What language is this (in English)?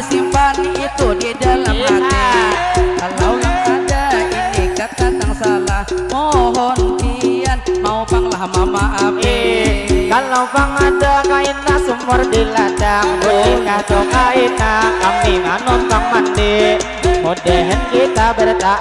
Banjar